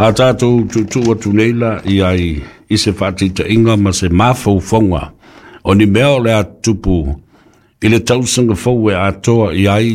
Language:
Samoan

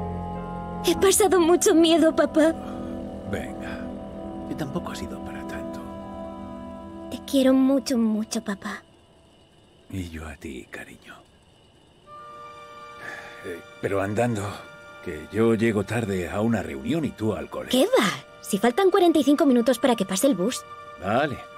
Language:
Spanish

